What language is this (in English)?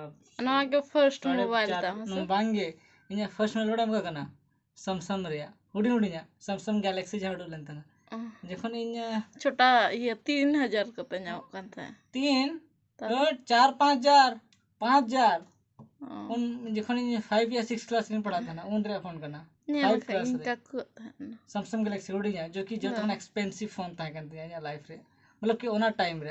Santali